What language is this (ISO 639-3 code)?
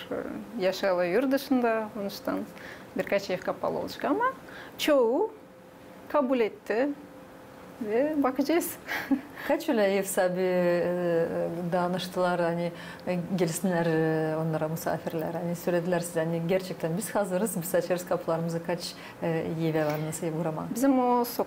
gag